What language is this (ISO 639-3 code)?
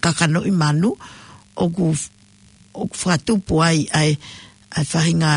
ton